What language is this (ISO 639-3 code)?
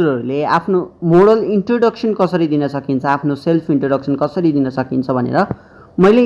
nep